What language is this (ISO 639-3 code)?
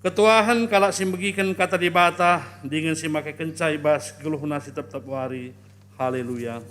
btx